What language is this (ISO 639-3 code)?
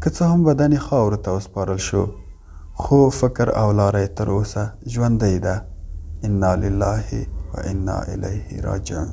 pus